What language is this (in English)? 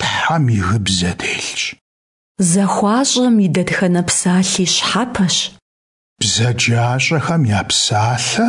Kabardian